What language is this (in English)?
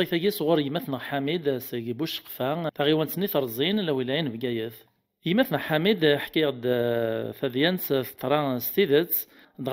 Kabyle